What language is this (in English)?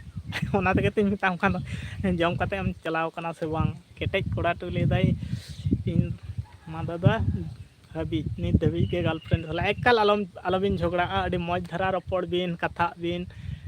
Santali